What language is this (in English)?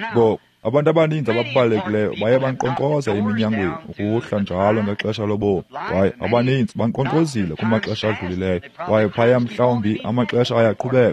Xhosa